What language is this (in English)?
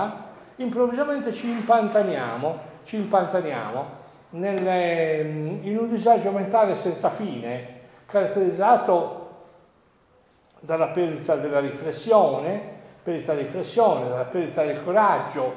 Italian